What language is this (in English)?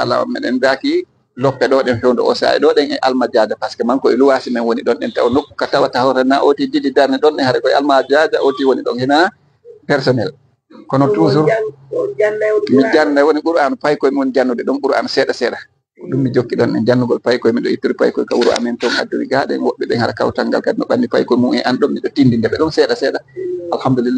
Fula